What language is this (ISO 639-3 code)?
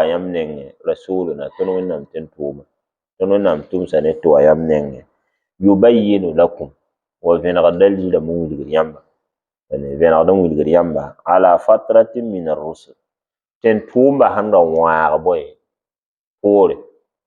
mos